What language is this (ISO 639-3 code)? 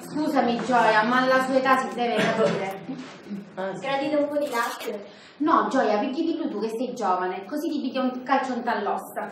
scn